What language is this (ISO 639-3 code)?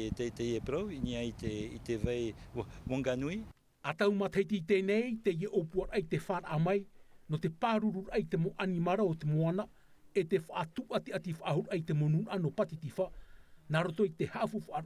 tah